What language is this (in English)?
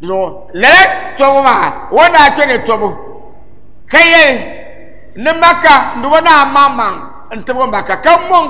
Dagbani